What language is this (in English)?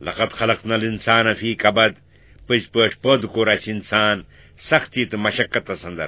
Kashmiri